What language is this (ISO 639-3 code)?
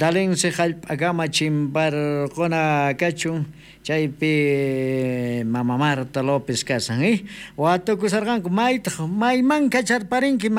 quh